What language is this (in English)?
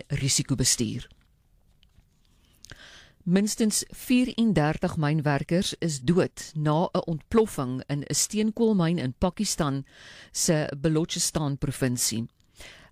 Afrikaans